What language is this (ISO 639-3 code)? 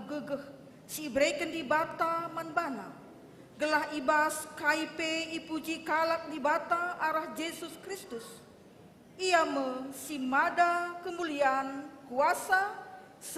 btx